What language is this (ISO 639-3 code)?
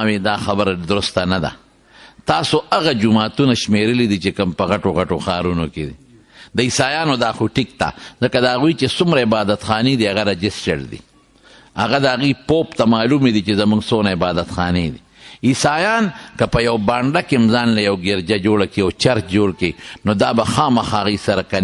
pus